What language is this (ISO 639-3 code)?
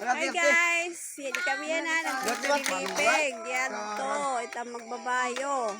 war